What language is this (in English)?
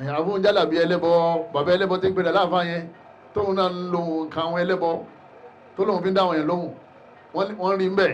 Yoruba